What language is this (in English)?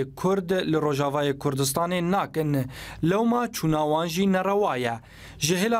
Kurdish